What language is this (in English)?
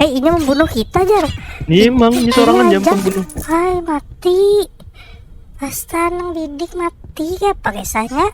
Banjar